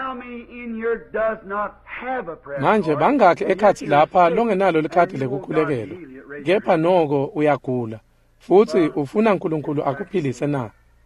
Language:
Swati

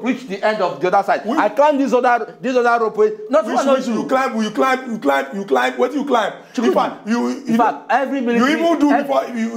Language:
Nigerian Pidgin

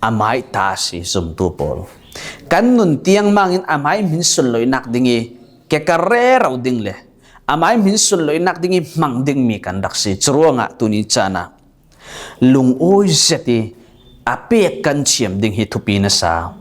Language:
Falam Chin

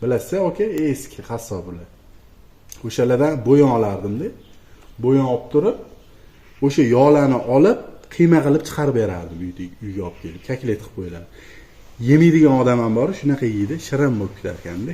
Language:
Uzbek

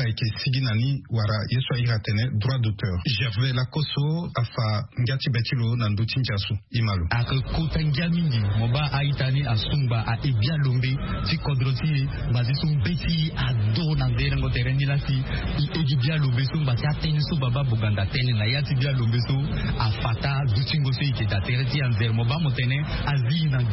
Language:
Sango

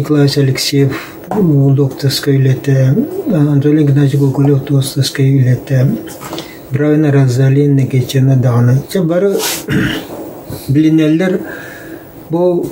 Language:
Yakut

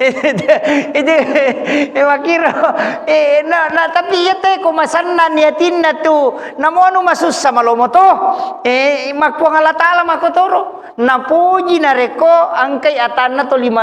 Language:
Buginese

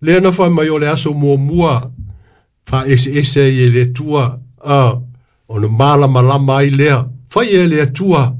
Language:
Samoan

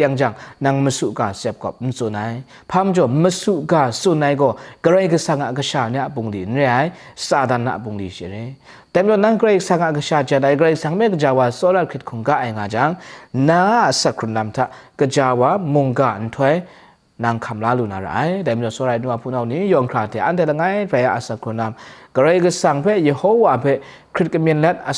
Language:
Kachin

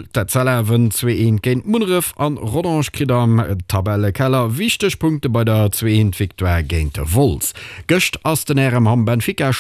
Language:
Luxembourgish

